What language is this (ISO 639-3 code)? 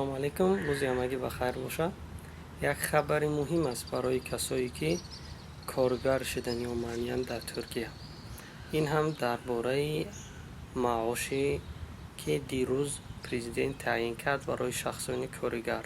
tgk